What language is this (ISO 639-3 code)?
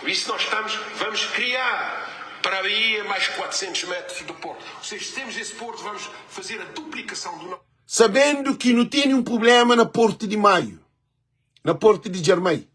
kea